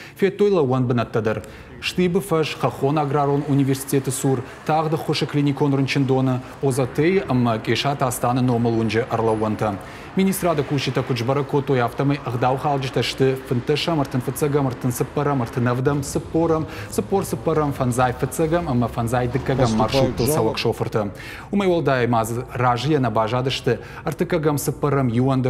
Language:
Ossetic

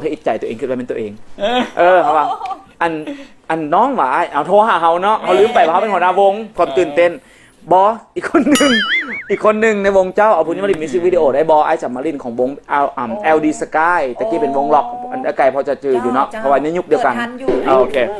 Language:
Lao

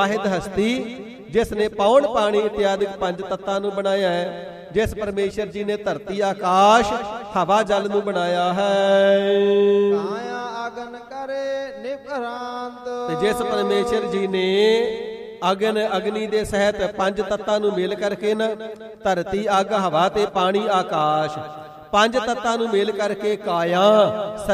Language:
Punjabi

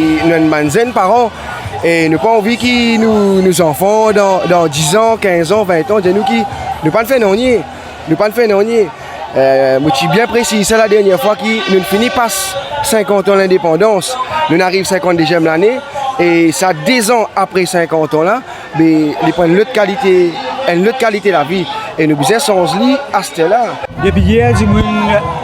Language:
Morisyen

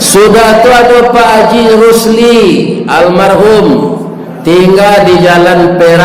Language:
Minangkabau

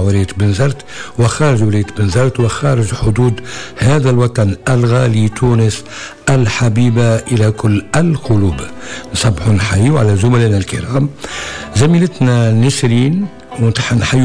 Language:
Tunisian Arabic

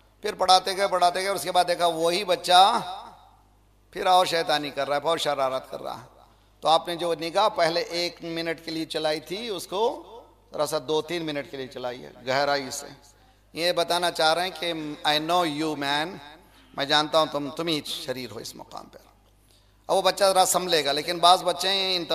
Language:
Urdu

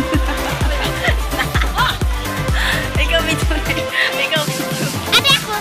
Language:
Cebuano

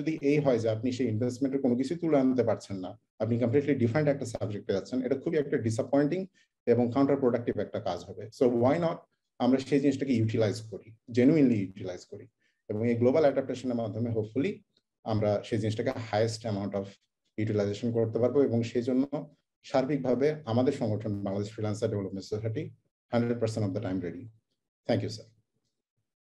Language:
Bangla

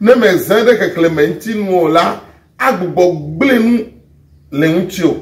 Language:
Ewe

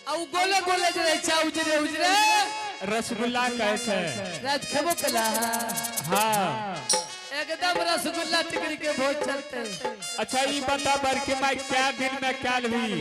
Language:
Angika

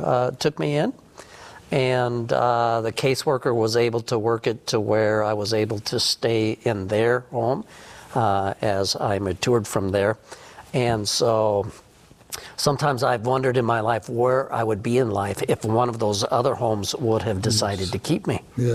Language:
English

